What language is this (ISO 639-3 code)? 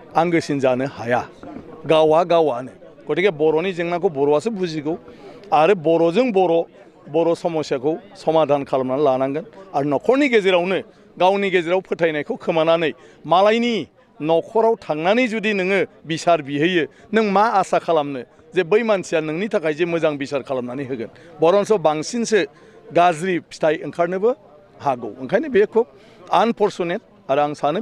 brx